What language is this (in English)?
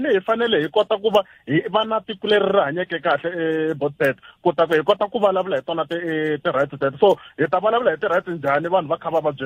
Tsonga